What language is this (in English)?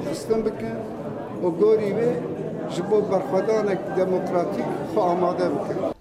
Kurdish